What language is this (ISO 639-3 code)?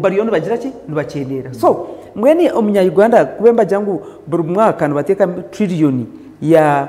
nyn